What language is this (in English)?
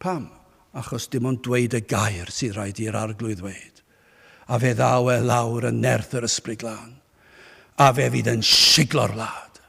Welsh